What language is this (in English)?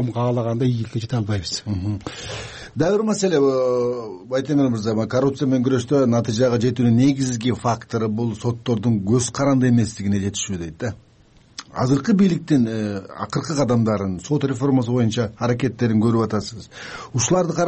Kyrgyz